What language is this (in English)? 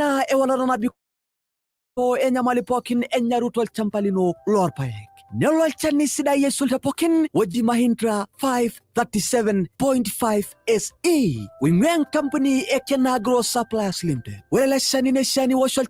Masai